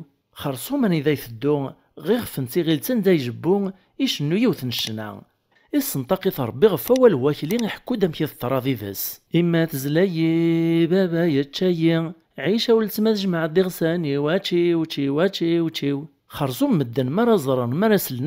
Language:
Kabyle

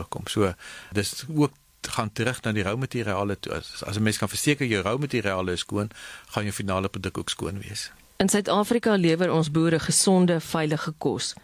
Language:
Afrikaans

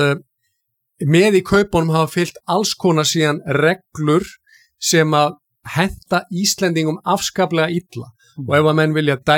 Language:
Icelandic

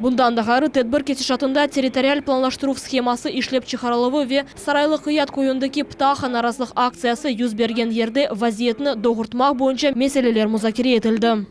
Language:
Crimean Tatar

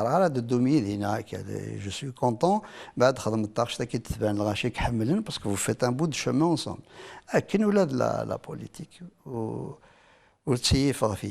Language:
Kabyle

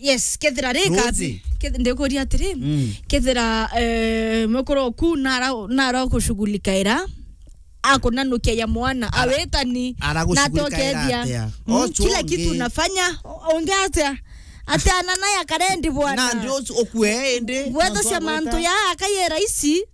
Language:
Meru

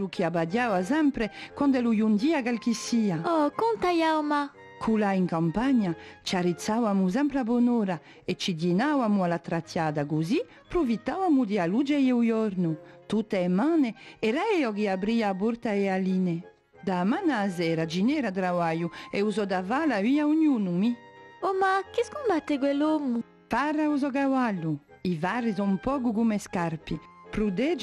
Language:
Corsican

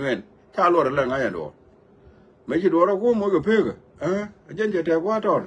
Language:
Nuer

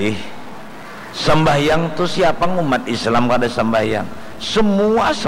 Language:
Banjar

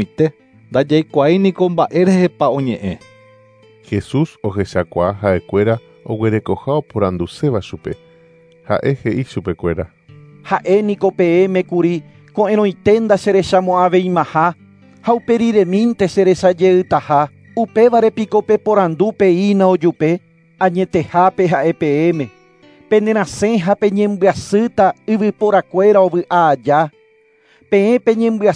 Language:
Guarani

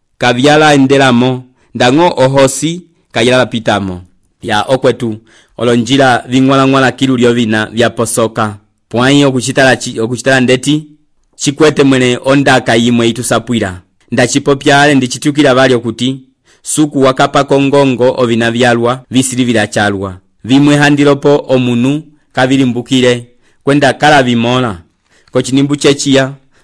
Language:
Umbundu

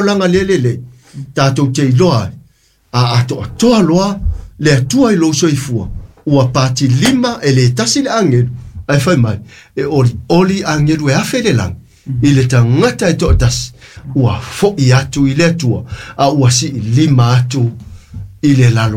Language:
Samoan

